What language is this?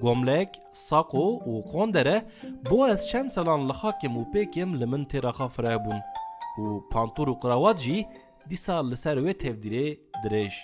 Kurdish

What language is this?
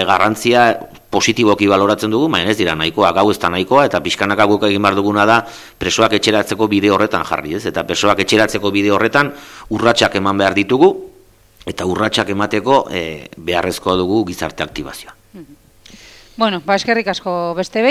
Basque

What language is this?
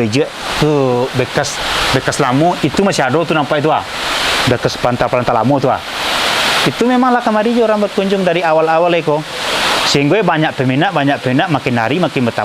Minangkabau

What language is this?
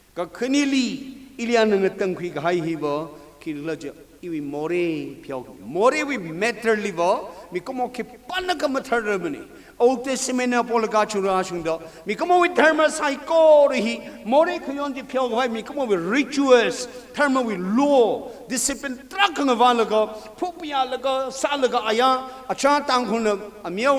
Tangkhul Naga (India)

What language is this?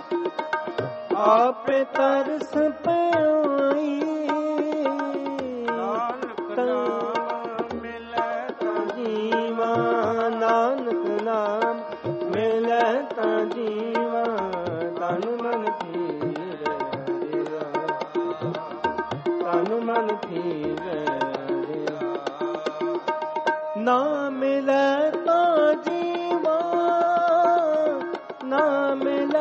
Punjabi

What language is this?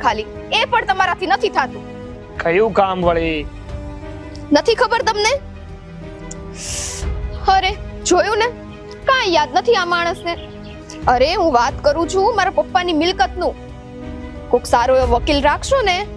Gujarati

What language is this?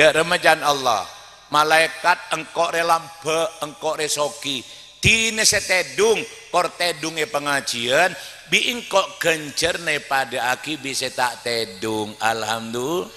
Madurese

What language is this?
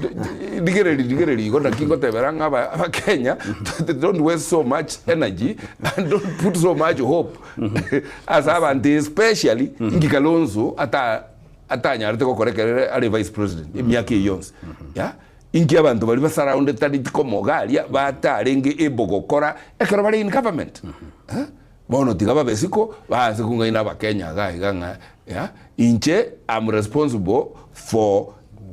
Gusii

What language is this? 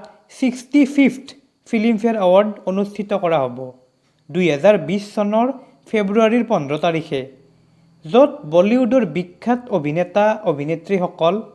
Assamese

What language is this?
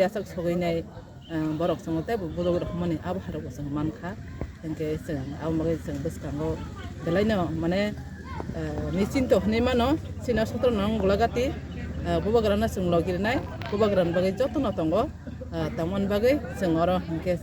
Kok Borok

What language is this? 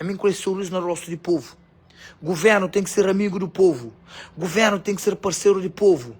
Kabuverdianu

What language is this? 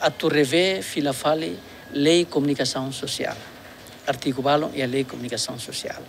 Tetum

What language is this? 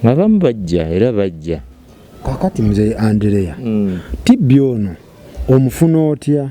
Ganda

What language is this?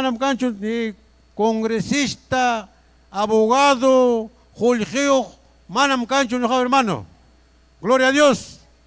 Ayacucho Quechua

